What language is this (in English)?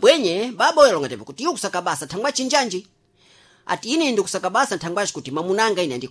Sena